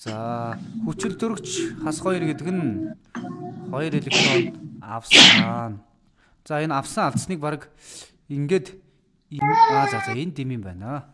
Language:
Mongolian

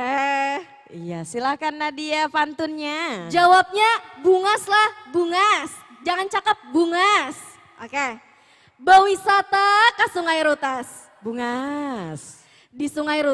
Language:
Banjar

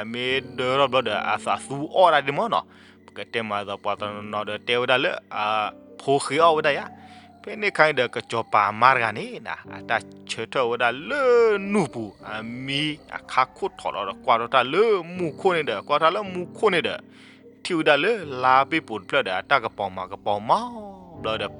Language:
S'gaw Karen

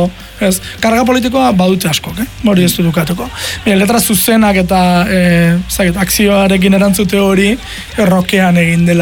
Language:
Basque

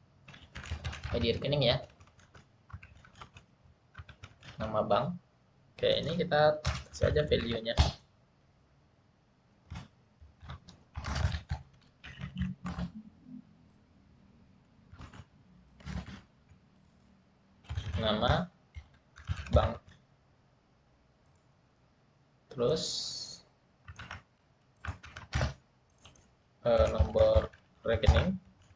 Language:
Indonesian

